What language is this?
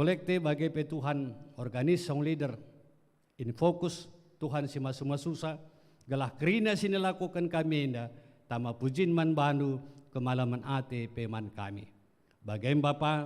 Batak Karo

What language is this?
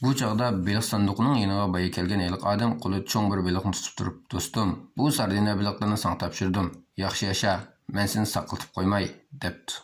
Uyghur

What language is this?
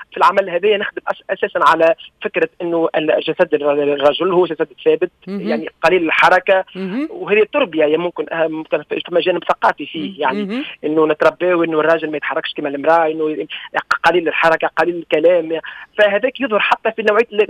Tunisian Arabic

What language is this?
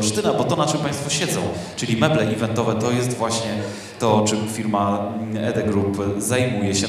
Polish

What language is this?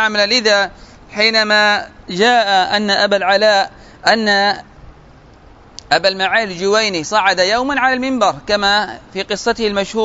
Arabic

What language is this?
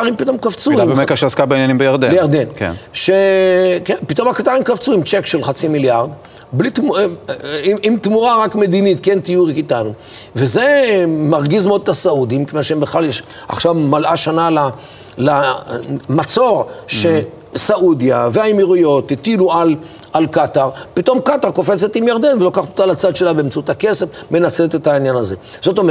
Hebrew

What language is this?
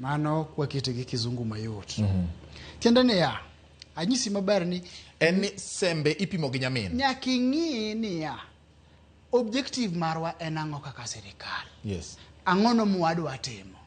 Luo (Kenya and Tanzania)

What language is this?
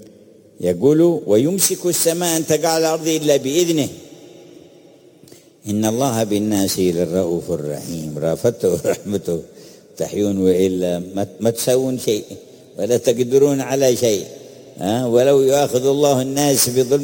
Arabic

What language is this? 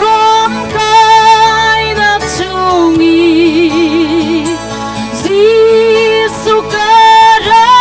Hakha Chin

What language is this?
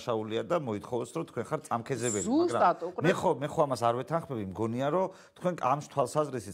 Georgian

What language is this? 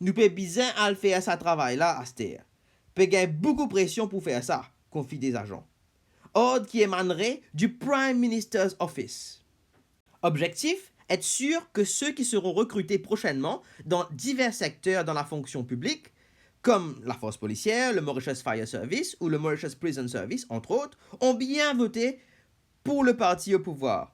Morisyen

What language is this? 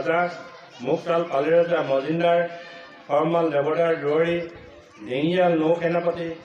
Assamese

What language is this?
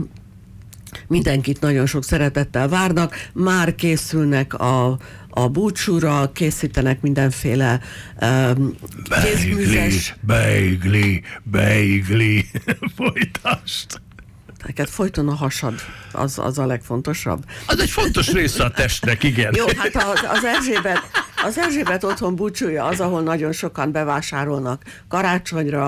Hungarian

